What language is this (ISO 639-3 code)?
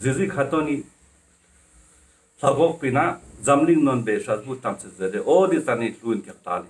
lbj